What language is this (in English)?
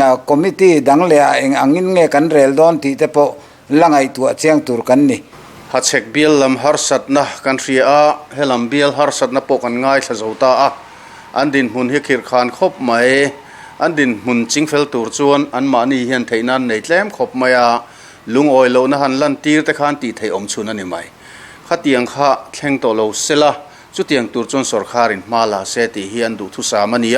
Mizo